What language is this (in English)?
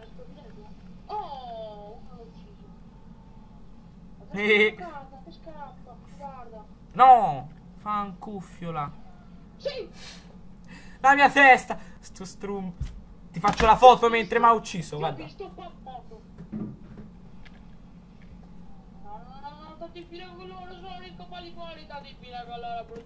Italian